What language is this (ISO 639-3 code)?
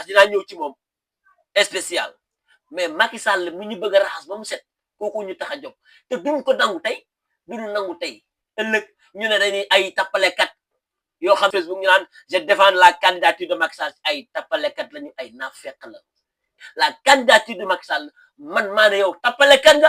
wol